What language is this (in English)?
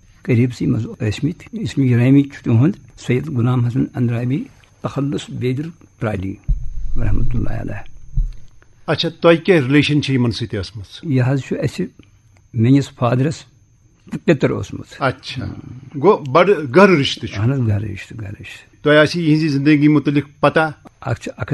Kashmiri